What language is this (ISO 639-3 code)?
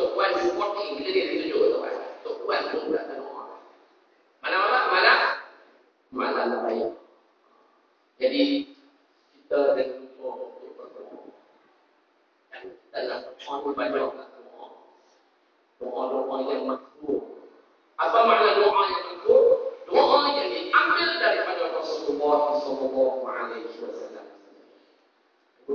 msa